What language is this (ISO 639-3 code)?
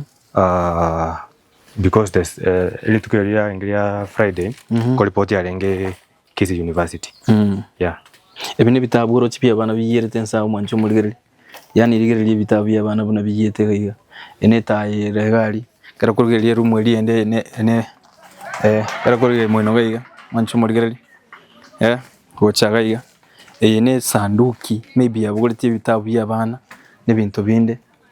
guz